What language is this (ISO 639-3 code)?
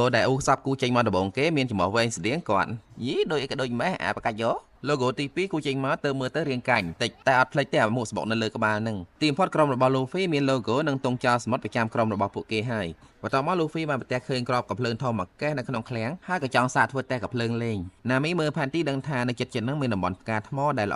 khm